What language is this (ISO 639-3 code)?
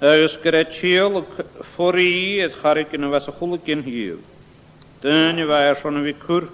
gla